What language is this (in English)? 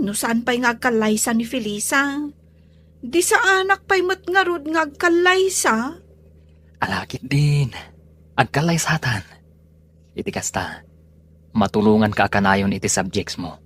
Iloko